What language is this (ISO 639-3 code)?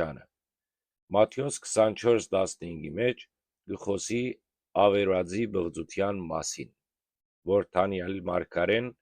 hyw